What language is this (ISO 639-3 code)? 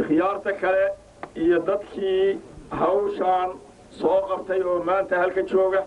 som